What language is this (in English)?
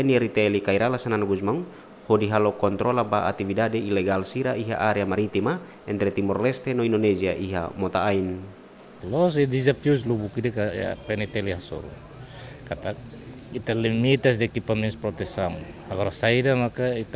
Tetum